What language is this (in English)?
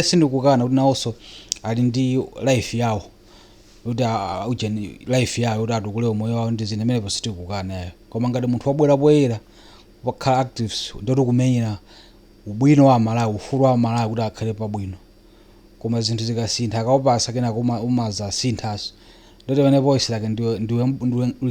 Nyanja